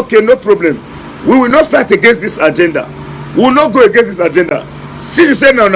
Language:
Nigerian Pidgin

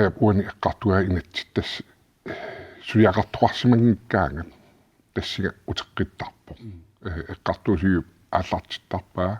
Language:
Kalaallisut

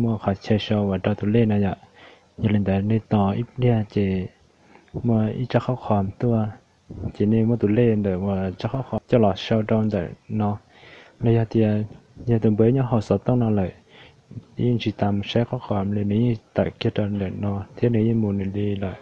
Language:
Hmong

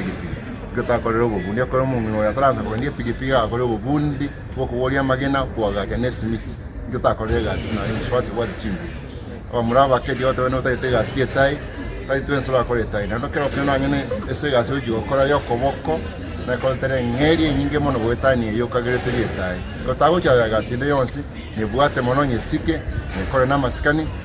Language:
Gusii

